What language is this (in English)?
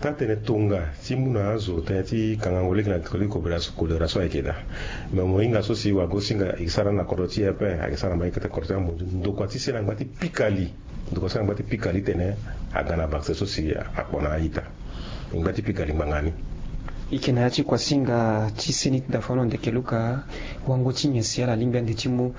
Sango